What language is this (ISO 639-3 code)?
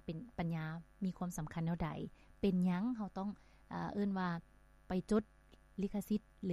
lao